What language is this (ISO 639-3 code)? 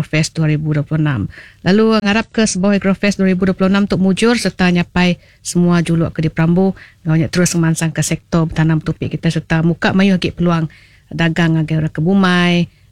iba